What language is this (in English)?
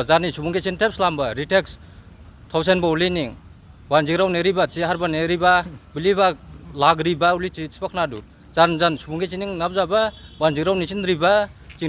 Dimasa